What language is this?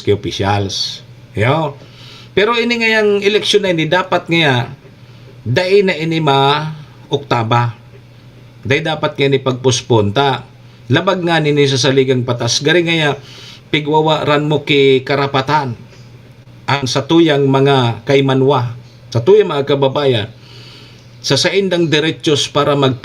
Bikol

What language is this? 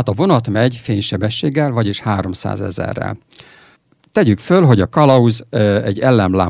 Hungarian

